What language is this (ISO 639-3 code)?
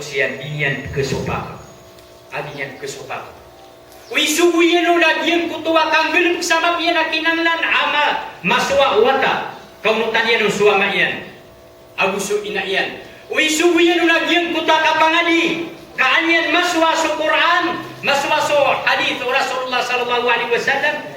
mrw